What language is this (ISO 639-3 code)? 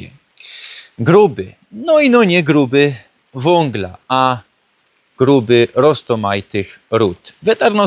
szl